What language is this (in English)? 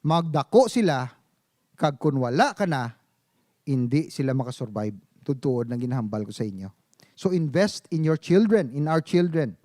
Hiligaynon